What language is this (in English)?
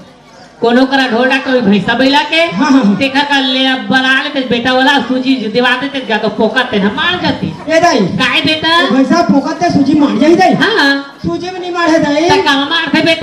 Chhattisgarhi